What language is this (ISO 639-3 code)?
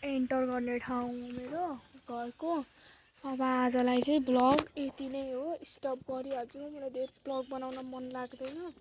nep